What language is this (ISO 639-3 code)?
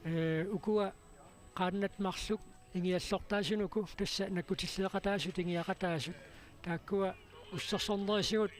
kal